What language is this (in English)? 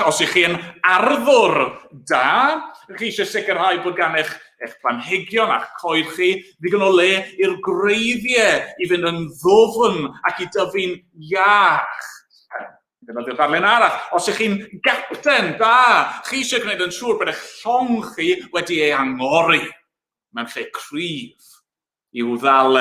Welsh